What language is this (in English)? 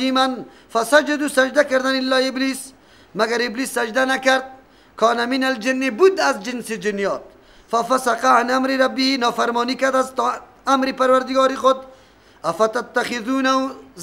Persian